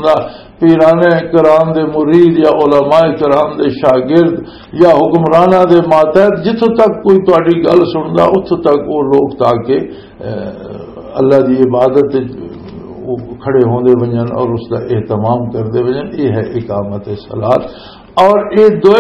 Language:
Western Panjabi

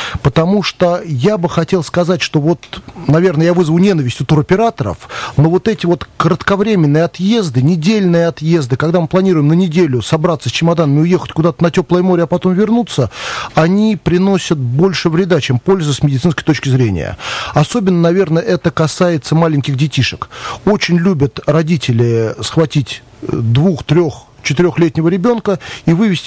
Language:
Russian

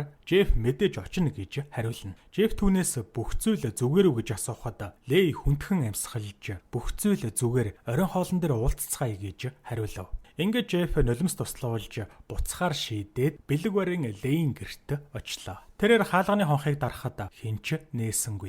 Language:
Mongolian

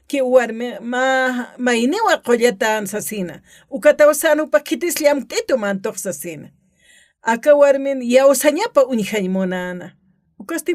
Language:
Aymara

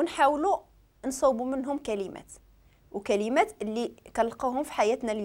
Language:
Moroccan Arabic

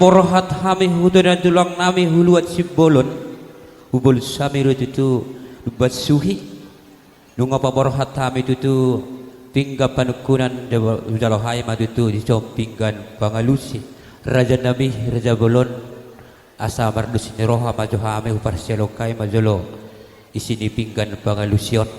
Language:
Batak Toba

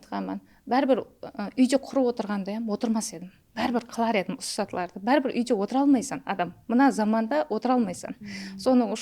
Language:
Kara-Kalpak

